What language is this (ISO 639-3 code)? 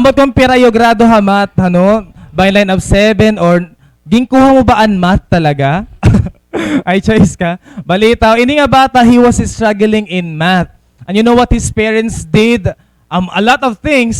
war